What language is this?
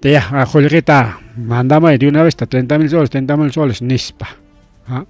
Ayacucho Quechua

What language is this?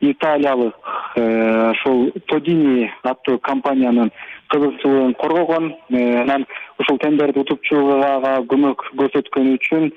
Kyrgyz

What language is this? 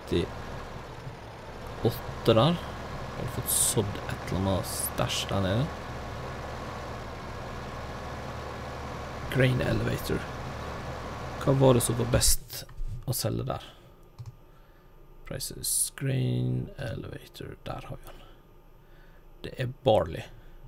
Norwegian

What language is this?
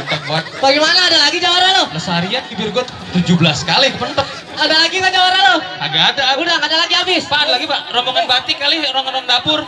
Betawi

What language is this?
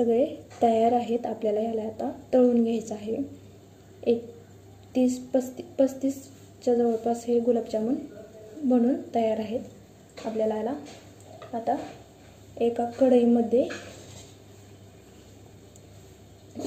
Marathi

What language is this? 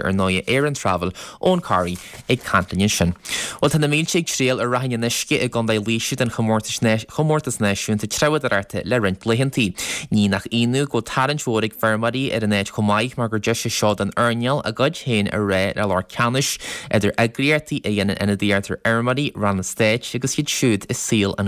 Irish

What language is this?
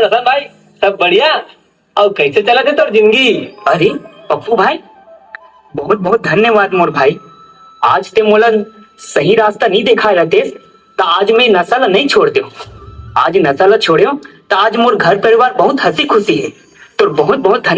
Chhattisgarhi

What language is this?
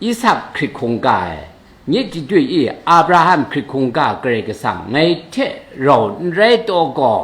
Kachin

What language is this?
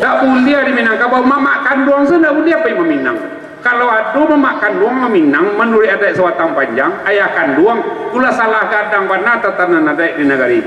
Minangkabau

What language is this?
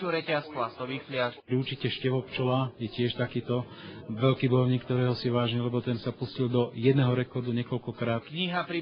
Slovak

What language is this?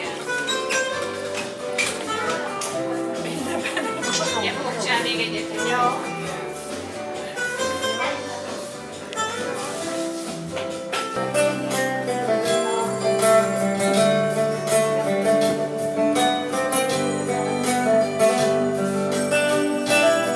Hungarian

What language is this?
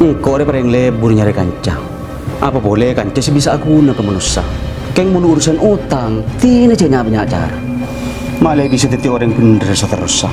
Madurese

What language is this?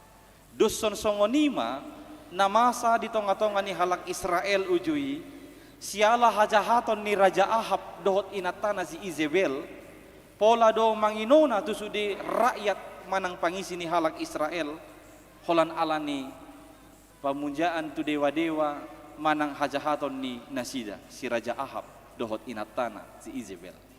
Batak Toba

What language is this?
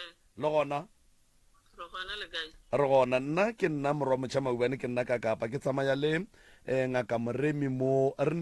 Northern Sotho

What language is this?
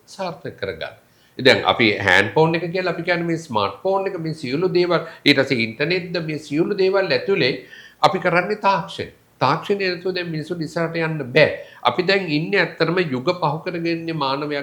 Sinhala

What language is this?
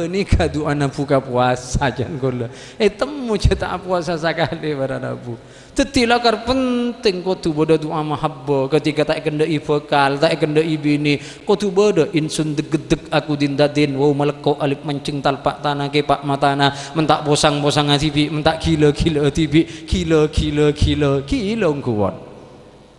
Madurese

